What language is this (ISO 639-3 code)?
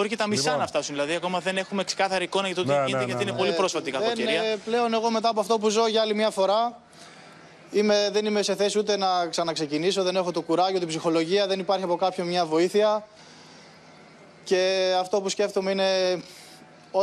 ell